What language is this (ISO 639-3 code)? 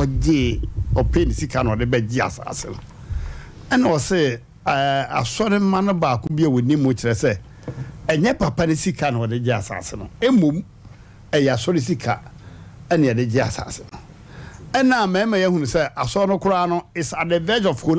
aka